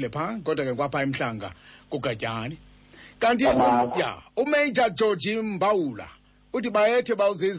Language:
Xhosa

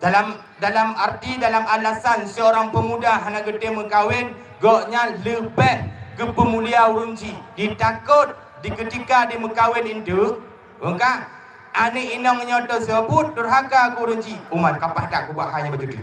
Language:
Achinese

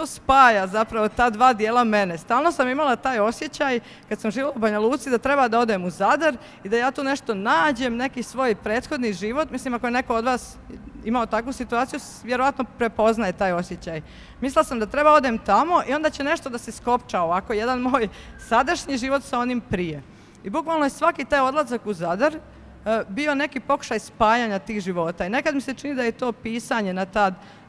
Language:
Croatian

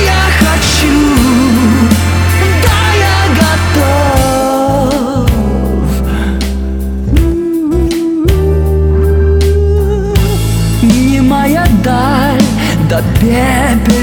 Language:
Russian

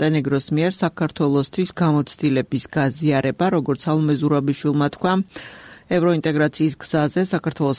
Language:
Georgian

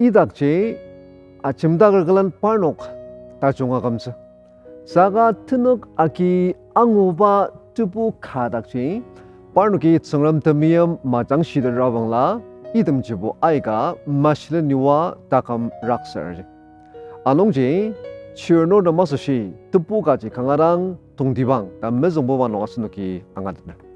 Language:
Ao Naga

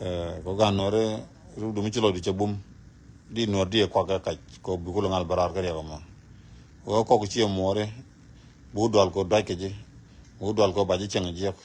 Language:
Nuer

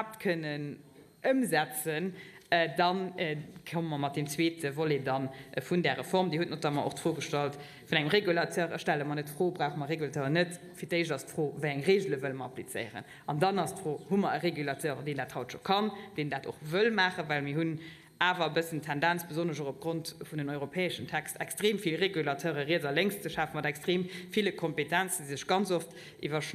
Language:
Luxembourgish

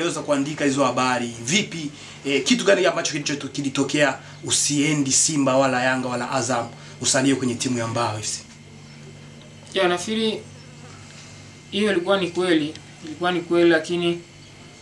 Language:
Swahili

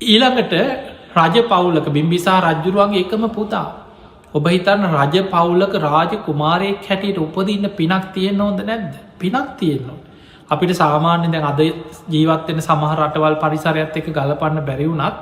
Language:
Sinhala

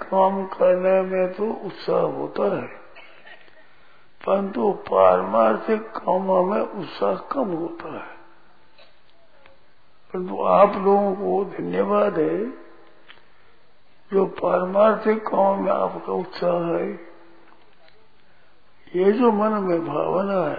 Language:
Hindi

